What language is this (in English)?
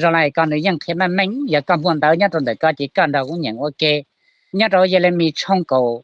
Hmong